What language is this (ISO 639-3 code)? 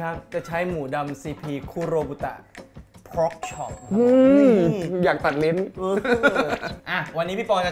tha